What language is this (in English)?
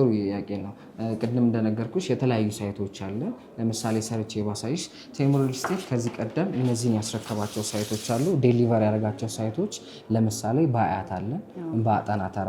Amharic